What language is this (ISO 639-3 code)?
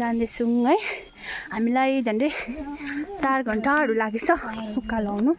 nep